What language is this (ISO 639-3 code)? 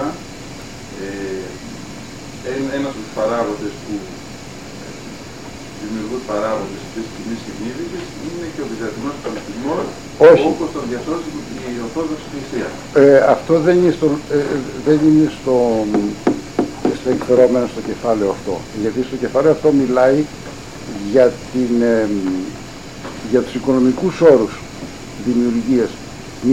ell